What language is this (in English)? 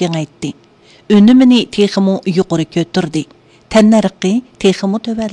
Uyghur